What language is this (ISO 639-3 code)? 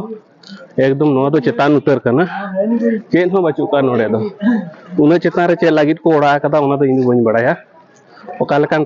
sat